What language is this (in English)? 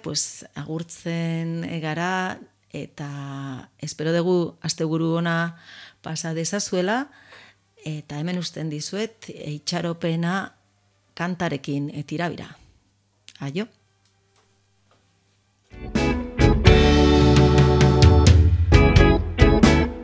Basque